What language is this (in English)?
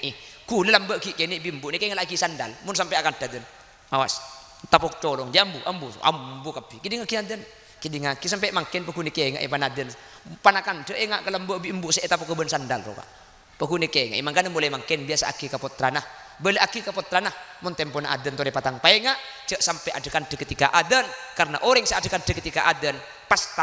Madurese